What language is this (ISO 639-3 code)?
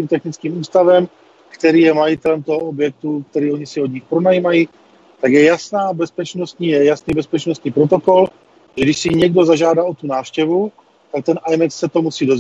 ces